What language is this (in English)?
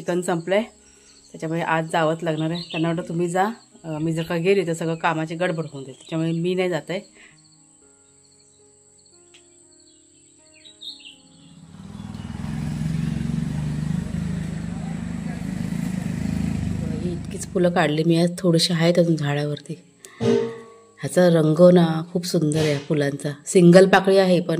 Marathi